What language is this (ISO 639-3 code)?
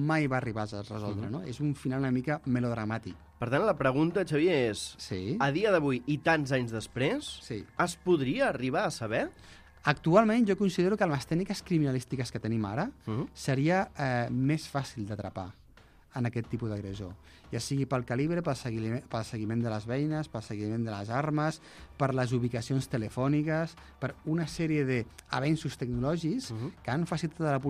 cat